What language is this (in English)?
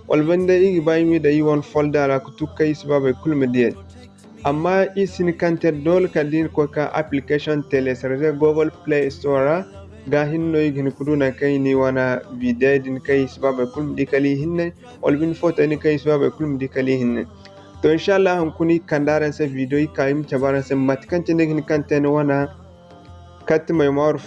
Zarma